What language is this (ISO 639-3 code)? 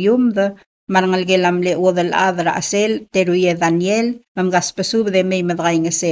pau